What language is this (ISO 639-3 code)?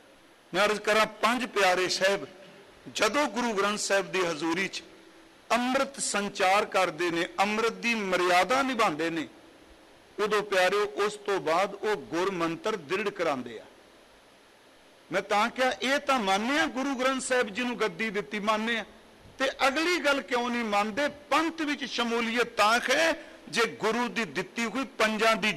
pan